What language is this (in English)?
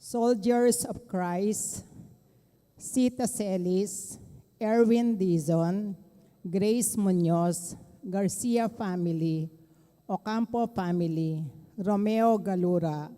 Pampanga